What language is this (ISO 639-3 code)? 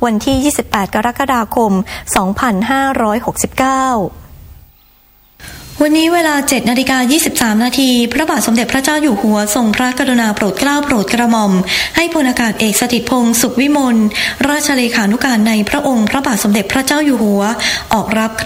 tha